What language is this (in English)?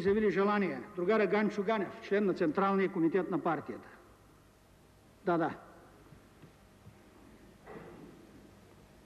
Bulgarian